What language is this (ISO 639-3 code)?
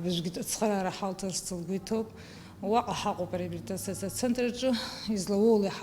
abk